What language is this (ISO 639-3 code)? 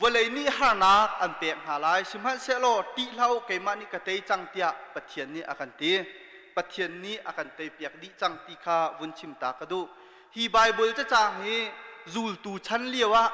cnh